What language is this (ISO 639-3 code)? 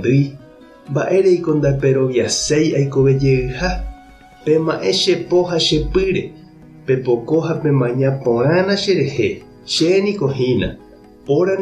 grn